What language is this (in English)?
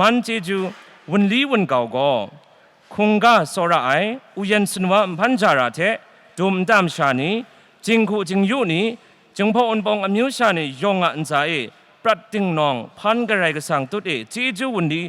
Kachin